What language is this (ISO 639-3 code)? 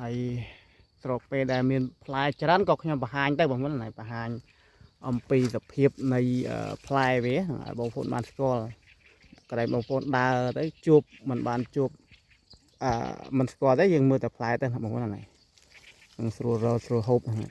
khm